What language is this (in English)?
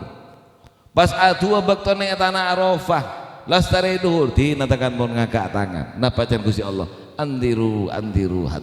Madurese